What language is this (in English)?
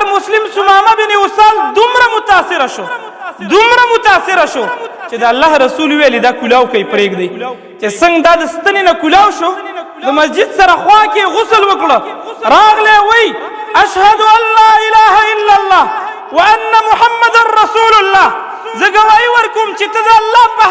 Pashto